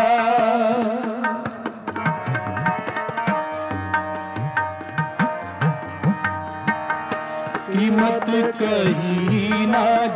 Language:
Hindi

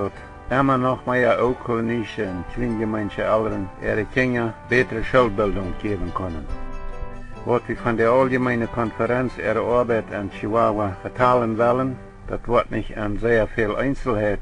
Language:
Plautdietsch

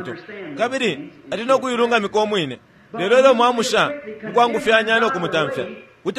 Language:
Bemba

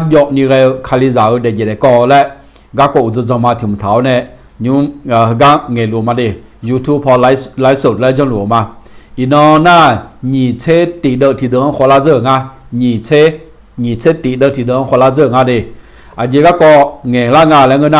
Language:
Akha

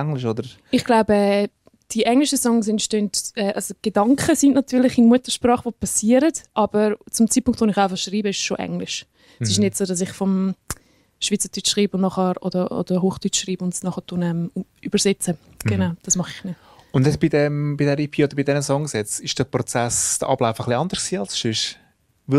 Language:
German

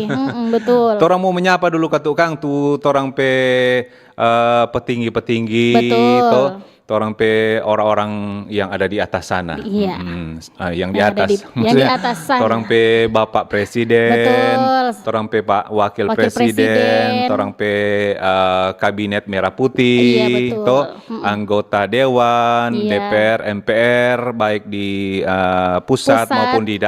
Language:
Manado Malay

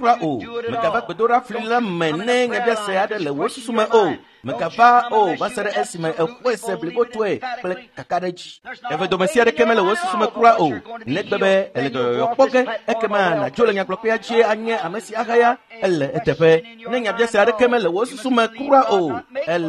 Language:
Ewe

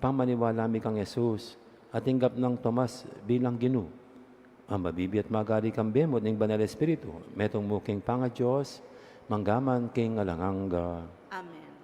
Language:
Pampanga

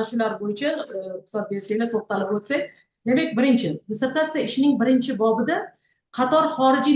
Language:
Uzbek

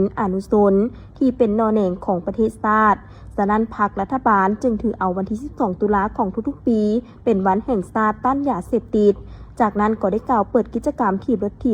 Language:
Lao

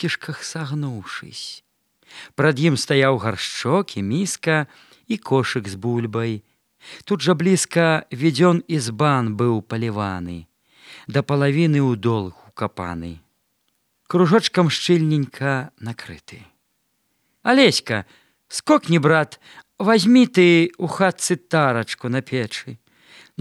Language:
Belarusian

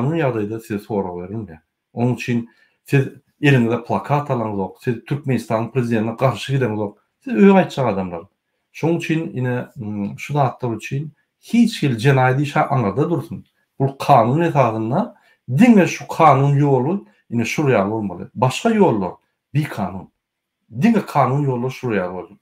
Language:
Turkmen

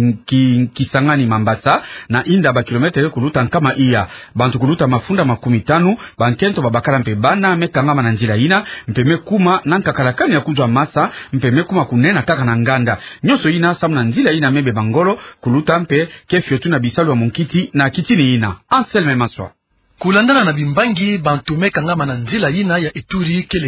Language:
Kituba (Democratic Republic of Congo)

